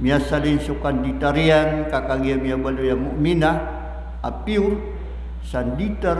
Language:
Maranao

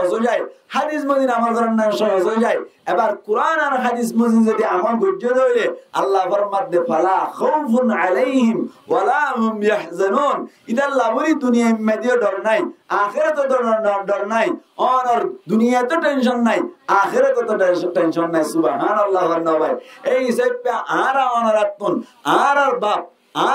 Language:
Rohingya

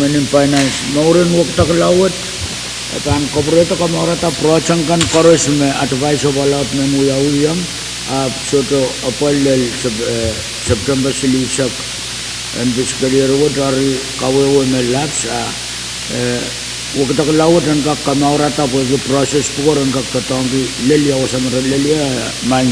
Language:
Pohnpeian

